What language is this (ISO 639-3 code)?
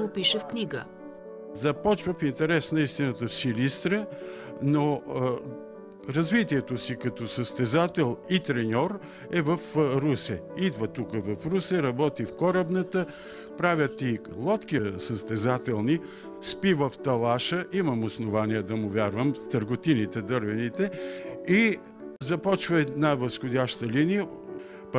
bul